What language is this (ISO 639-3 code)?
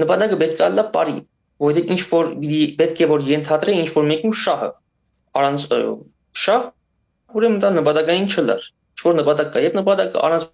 hyw